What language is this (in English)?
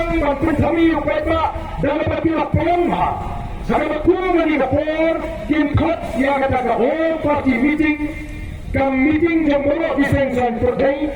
Khasi